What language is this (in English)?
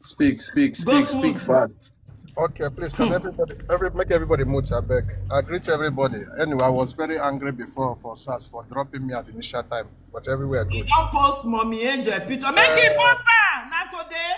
Nigerian Pidgin